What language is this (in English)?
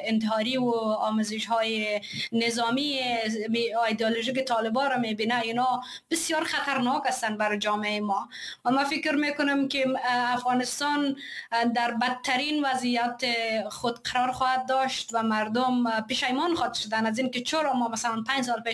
Persian